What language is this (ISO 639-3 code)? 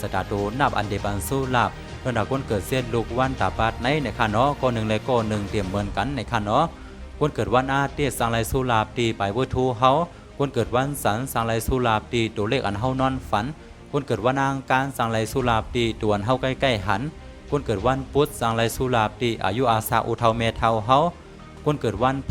shn